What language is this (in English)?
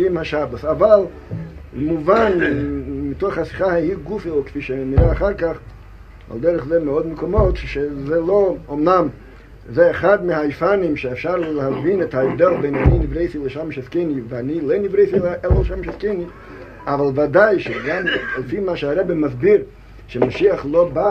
Hebrew